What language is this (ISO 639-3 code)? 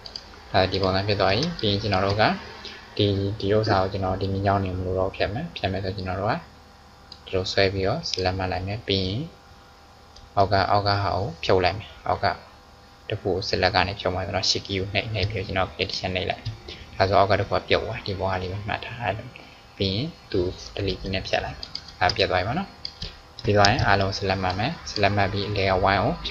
mya